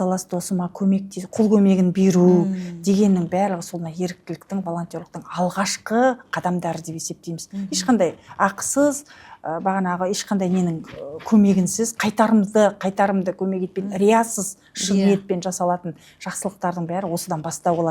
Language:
Kazakh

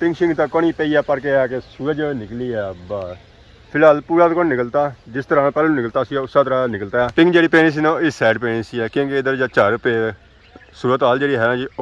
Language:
Pahari-Potwari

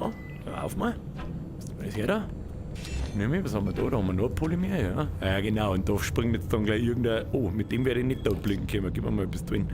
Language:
Bavarian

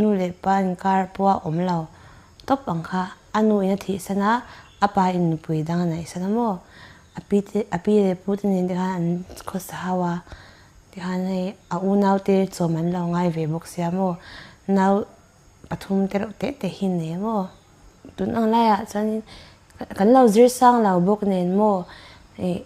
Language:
Mizo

